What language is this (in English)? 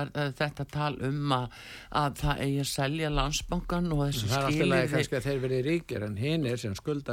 Icelandic